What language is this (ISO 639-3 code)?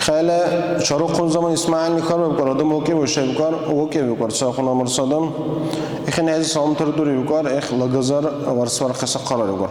dar